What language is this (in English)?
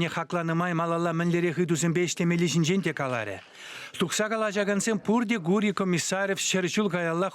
Chuvash